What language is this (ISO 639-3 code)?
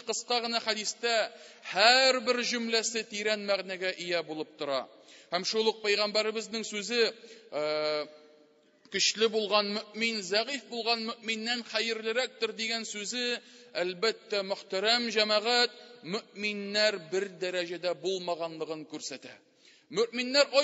tat